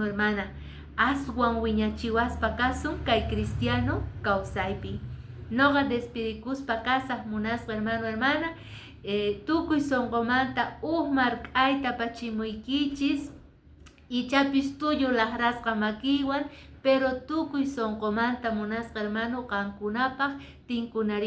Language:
Quechua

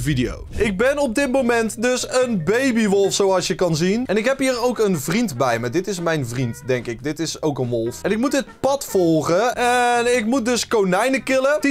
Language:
Dutch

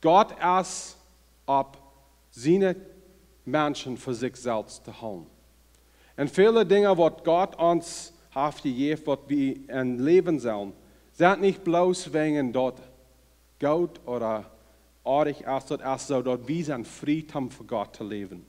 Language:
Plautdietsch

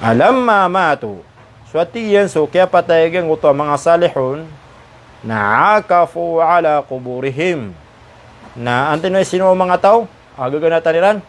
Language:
Maranao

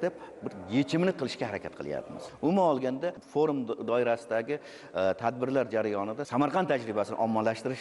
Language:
Uzbek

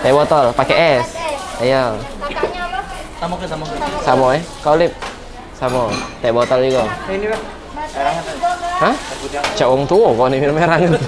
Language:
Musi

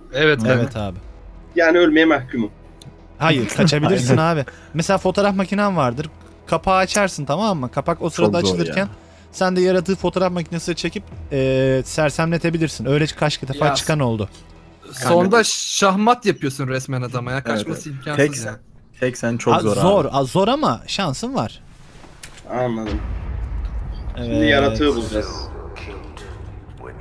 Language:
Turkish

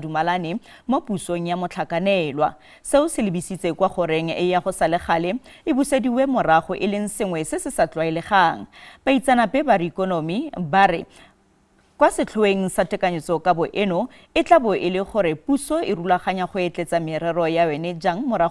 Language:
Tswana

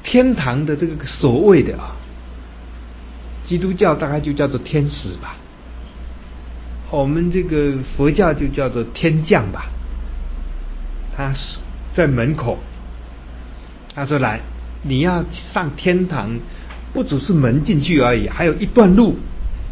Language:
Chinese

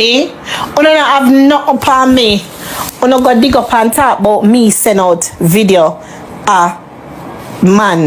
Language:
Jamaican Creole English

